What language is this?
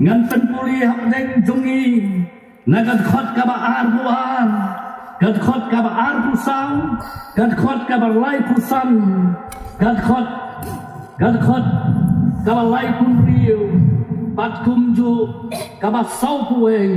Khasi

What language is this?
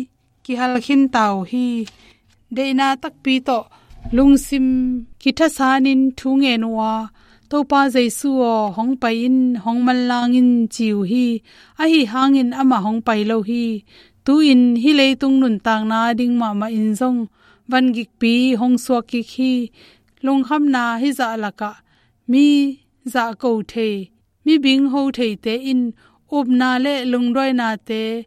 Tedim Chin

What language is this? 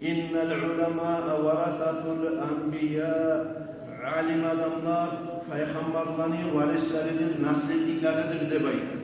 Kumyk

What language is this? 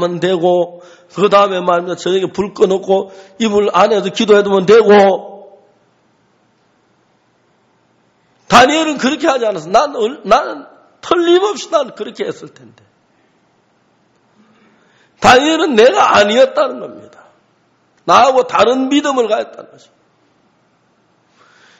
Korean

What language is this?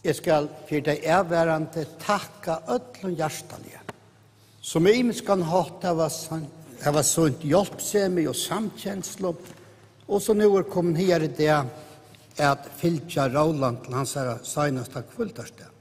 Faroese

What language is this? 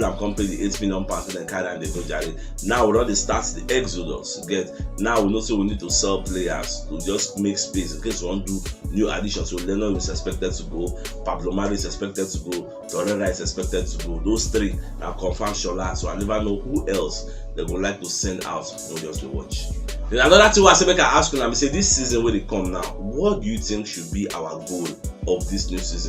Nigerian Pidgin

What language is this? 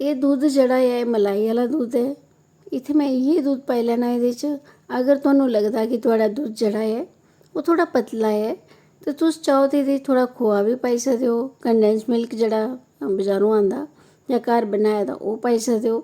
Dogri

